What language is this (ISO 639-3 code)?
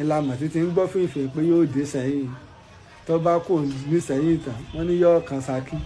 yor